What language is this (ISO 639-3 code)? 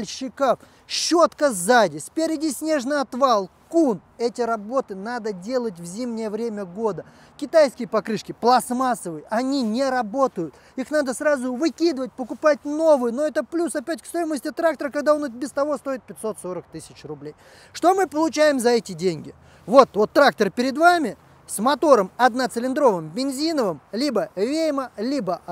rus